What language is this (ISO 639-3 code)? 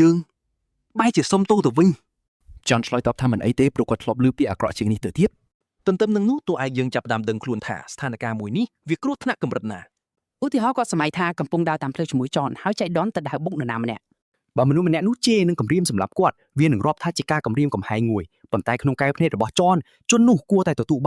khm